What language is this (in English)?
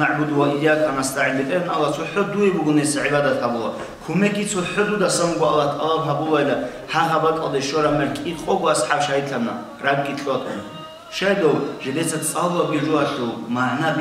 Avaric